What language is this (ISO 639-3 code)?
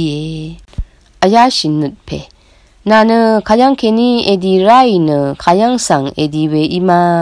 raw